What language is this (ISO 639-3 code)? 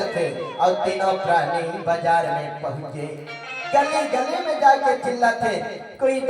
hne